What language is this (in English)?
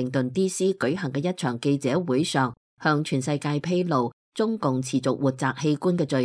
Cantonese